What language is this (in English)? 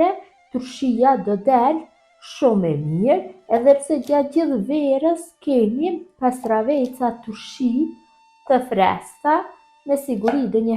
Albanian